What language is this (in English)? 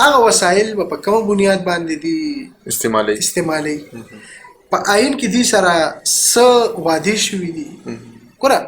Pashto